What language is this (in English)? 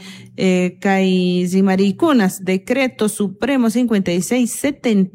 South Bolivian Quechua